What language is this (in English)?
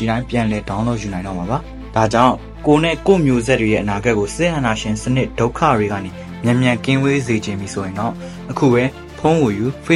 Burmese